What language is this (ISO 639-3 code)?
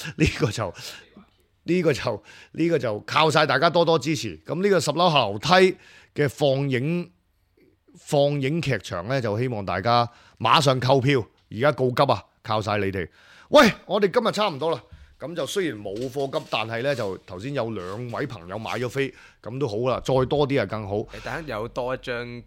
yue